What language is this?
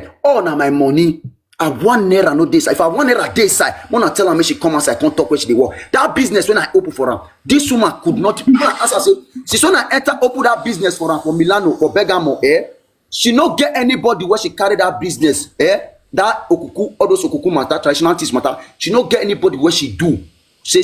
Nigerian Pidgin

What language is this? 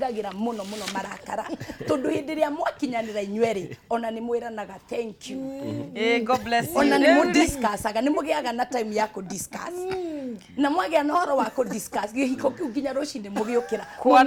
Kikuyu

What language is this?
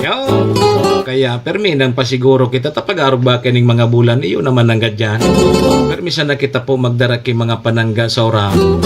Bikol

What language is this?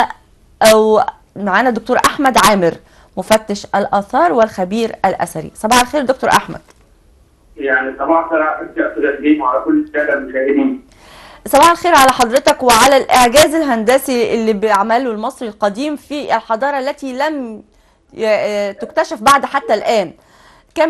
Egyptian Arabic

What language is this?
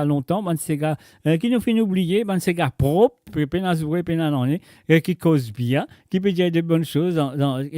Morisyen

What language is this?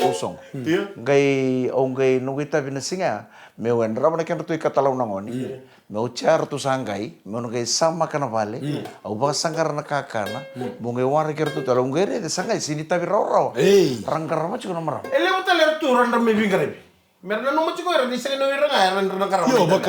Fijian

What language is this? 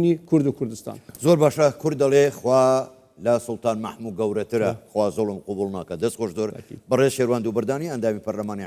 Central Kurdish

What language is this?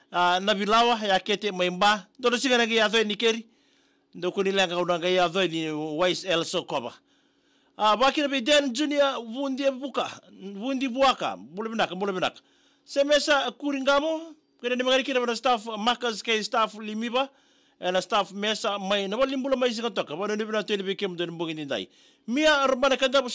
Fijian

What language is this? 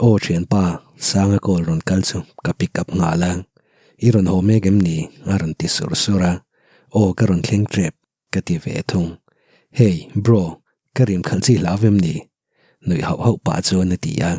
Mizo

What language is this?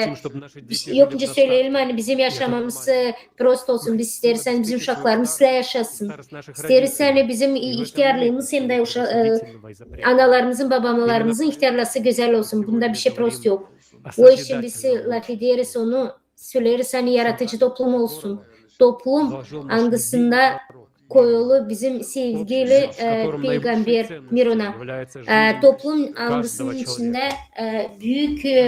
Gagauz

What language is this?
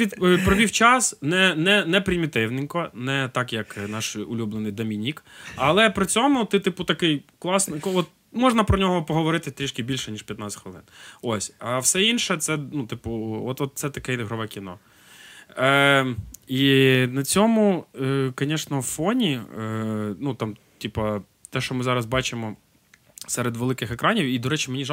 Ukrainian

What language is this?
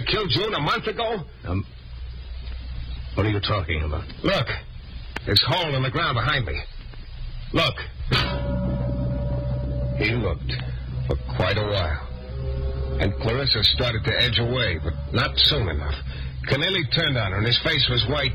English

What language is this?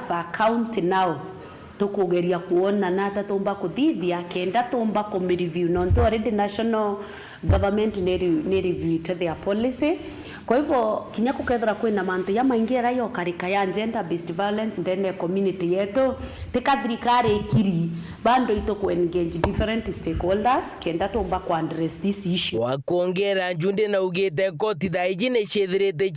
Meru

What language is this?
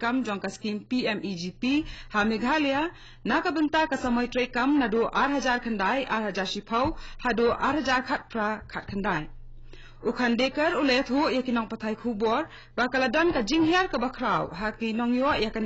Khasi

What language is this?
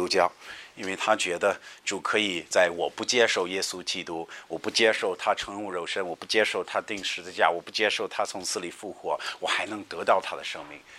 Chinese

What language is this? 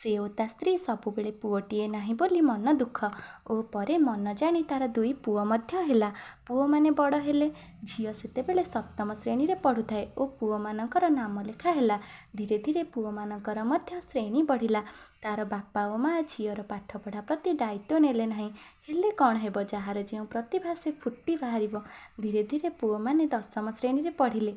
Odia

